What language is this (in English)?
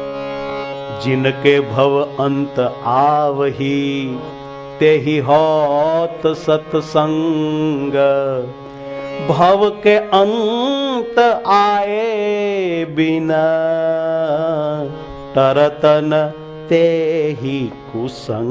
Gujarati